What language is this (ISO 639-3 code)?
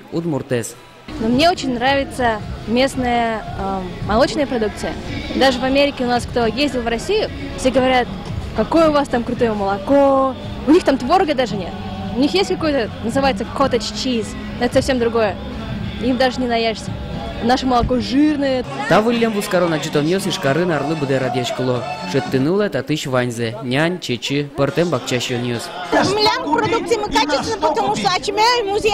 udm